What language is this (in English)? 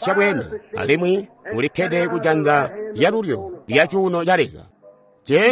Tonga (Zambia)